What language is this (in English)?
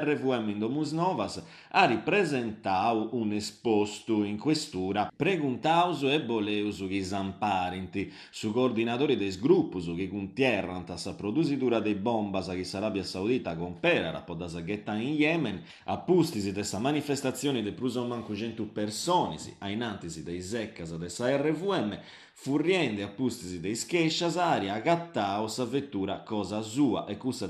Sardinian